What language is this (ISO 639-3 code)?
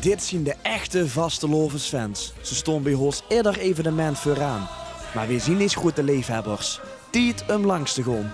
lim